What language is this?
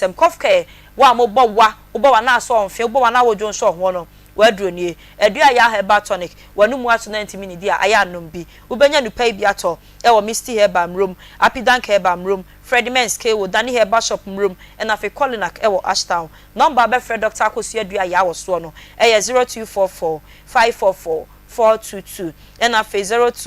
Akan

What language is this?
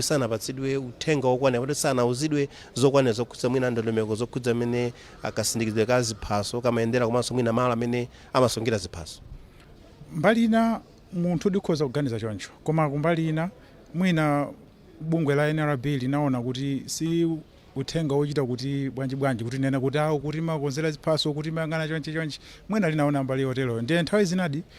Nyanja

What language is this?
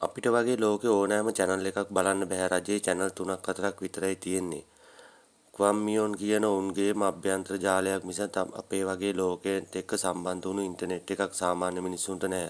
Sinhala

